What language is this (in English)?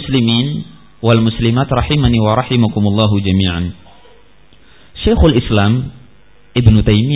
Indonesian